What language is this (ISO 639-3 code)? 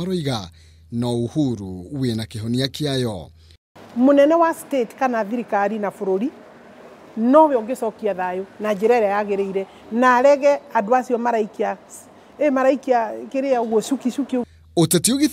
kik